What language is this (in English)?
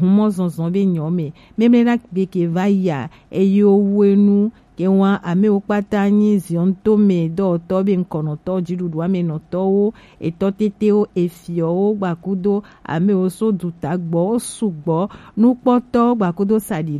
Gen